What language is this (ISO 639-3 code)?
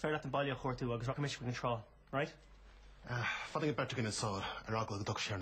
gle